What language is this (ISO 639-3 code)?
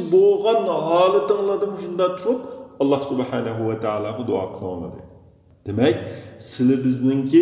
uig